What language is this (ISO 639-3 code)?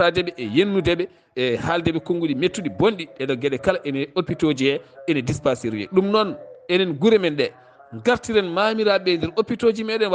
ful